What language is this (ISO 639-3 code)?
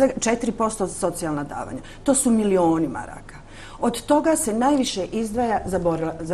bos